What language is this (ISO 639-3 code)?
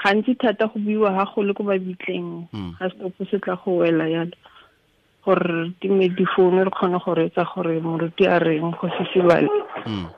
tsn